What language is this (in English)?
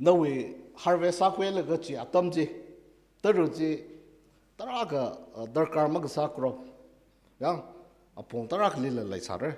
Tangkhul Naga (India)